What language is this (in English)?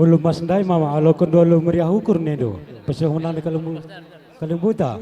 Batak Karo